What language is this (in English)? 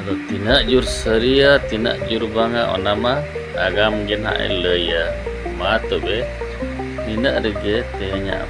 Santali